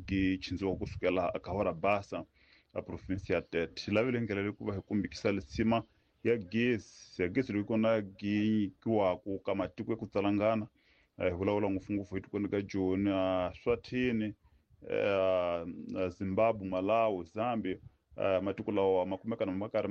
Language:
Tsonga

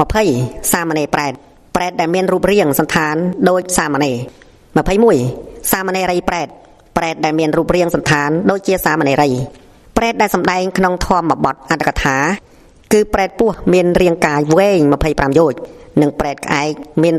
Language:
Khmer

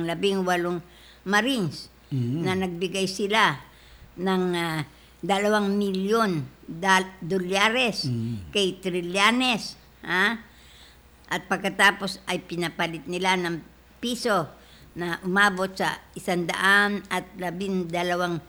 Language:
Filipino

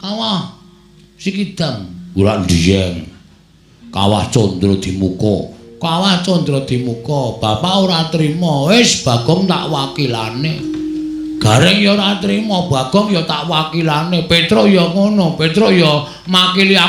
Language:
Javanese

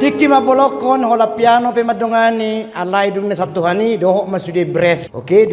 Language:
Batak Toba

